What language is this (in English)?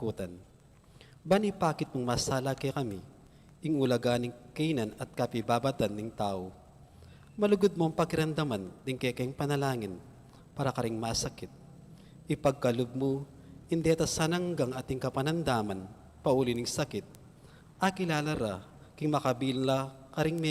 Pampanga